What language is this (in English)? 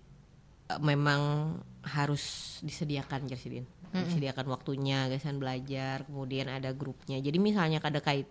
Banjar